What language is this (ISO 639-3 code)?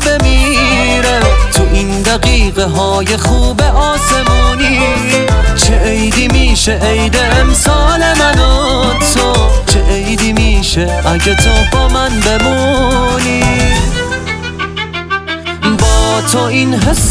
fas